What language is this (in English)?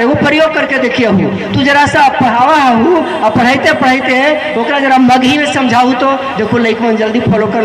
Magahi